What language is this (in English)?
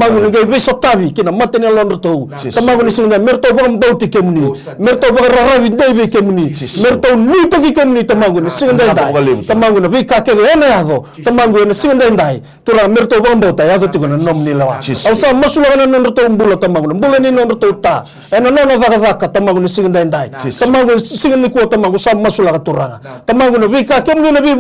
Fijian